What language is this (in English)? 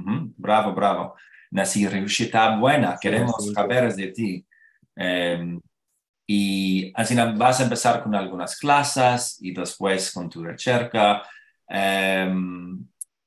Ladino